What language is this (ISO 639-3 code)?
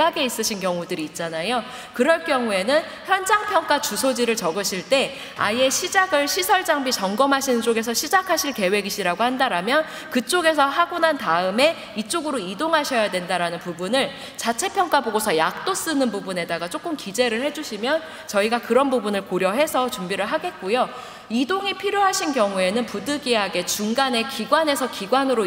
kor